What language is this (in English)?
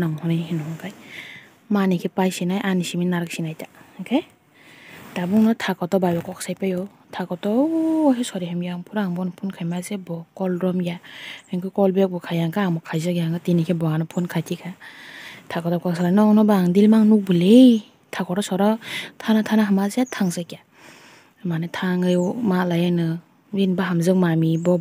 Kok Borok